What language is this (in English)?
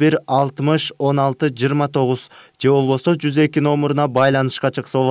Kyrgyz